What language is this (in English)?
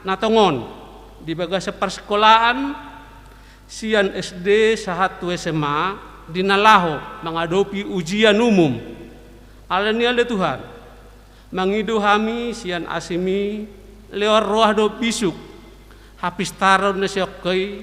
Batak Toba